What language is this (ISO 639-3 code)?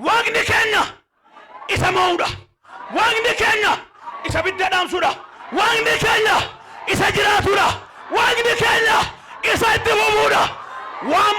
orm